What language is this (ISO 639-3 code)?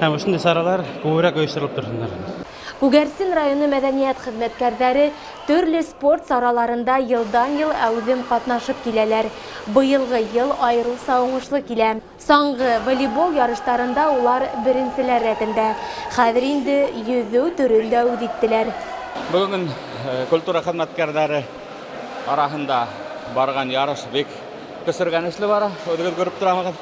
bak